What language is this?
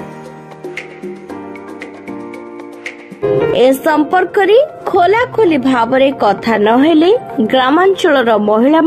Odia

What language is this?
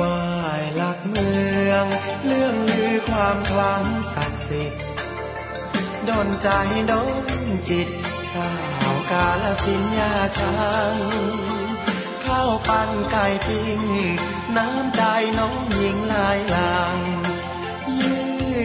Thai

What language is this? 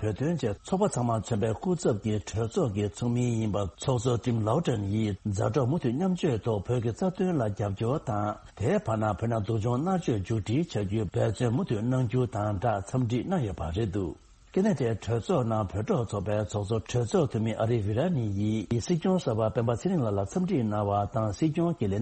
Tibetan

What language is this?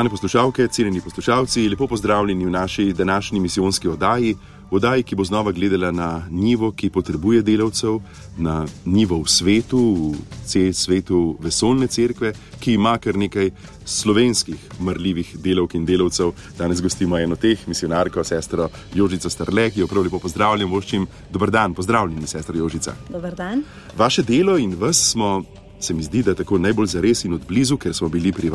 Slovenian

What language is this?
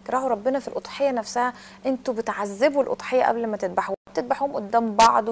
Egyptian Arabic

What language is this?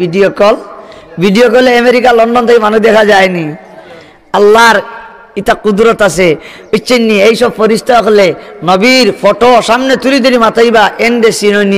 Sylheti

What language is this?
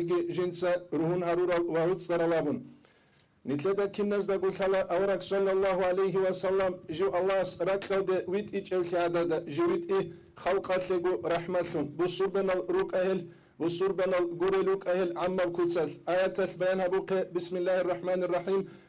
Avaric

